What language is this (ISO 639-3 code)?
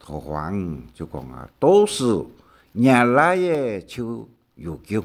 hak